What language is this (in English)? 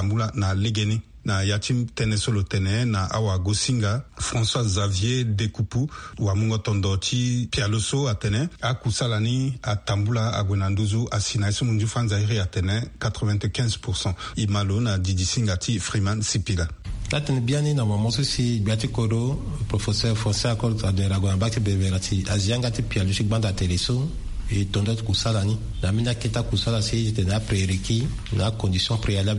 Sango